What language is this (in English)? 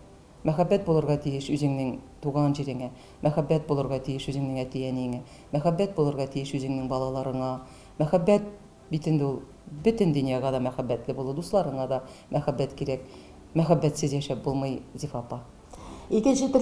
Tatar